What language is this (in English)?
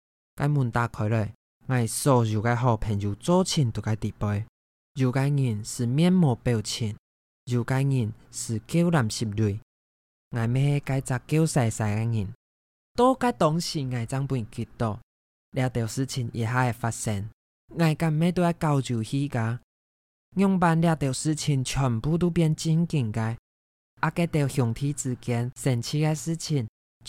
Hakka Chinese